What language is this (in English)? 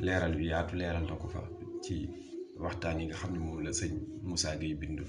Wolof